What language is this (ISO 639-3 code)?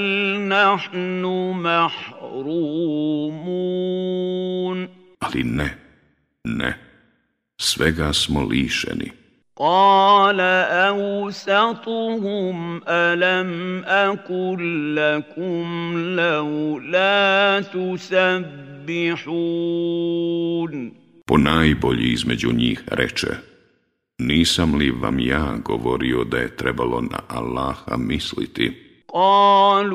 bos